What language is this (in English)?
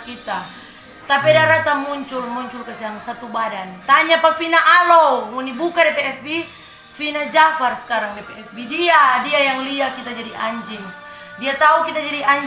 Manado Malay